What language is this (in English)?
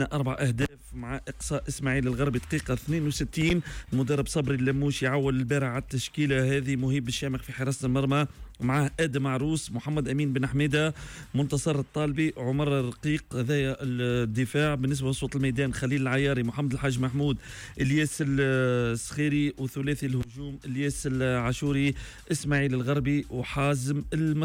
Tunisian Arabic